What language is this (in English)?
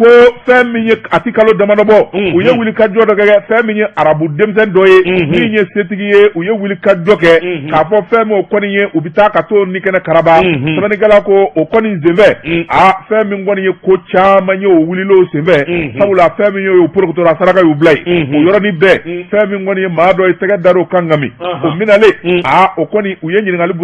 Bambara